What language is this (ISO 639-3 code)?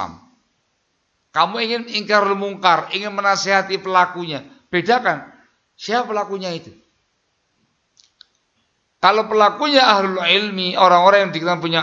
ind